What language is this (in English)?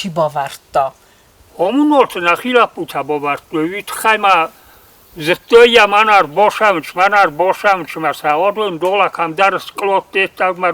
Ossetic